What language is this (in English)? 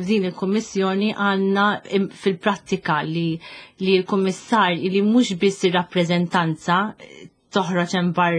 Maltese